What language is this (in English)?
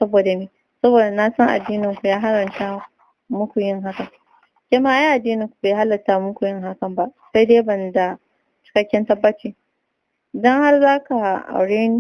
Hausa